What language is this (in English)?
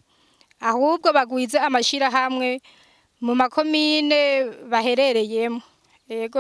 Rundi